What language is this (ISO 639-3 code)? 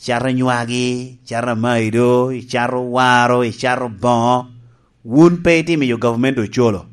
laj